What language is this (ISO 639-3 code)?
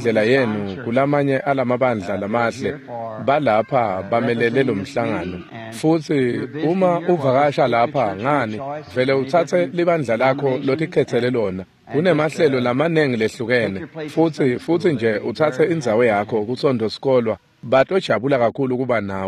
ssw